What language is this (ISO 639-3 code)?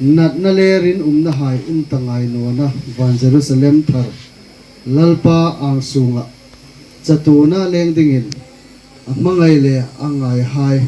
hmr